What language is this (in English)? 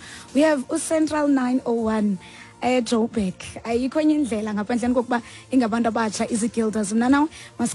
Xhosa